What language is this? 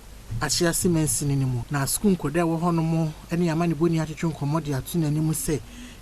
Akan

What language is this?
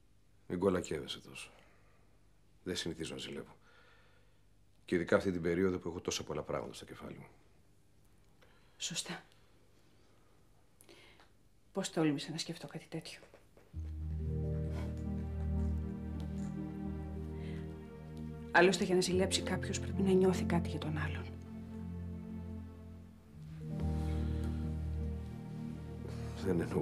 Greek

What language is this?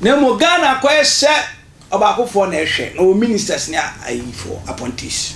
Akan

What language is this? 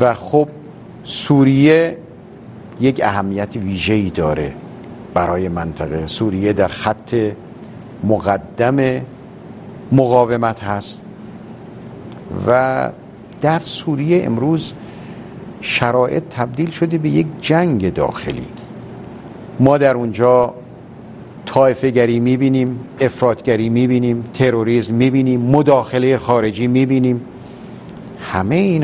Persian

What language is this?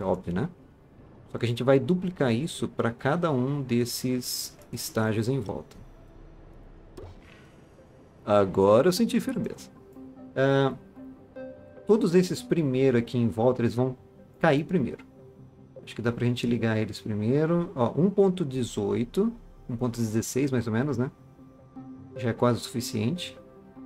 Portuguese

